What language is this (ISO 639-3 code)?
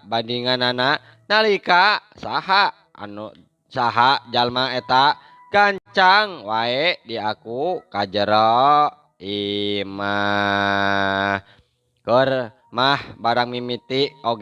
sun